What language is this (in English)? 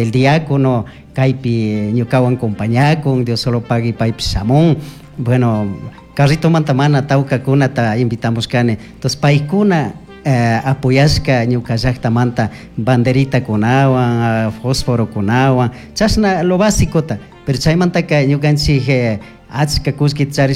Chimborazo Highland Quichua